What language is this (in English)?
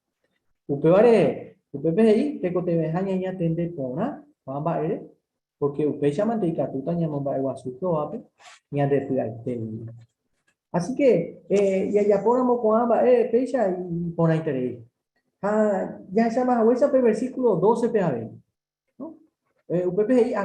Guarani